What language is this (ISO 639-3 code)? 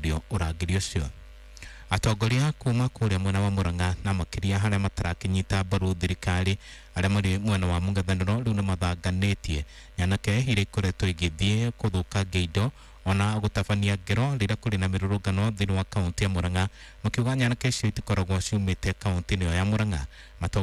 kik